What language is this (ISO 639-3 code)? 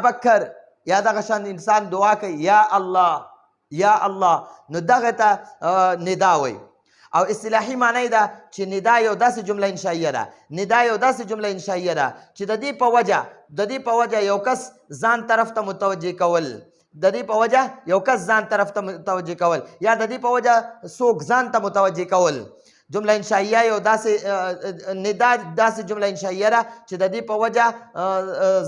pus